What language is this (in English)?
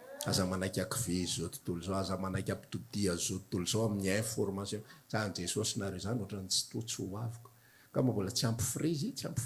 Malagasy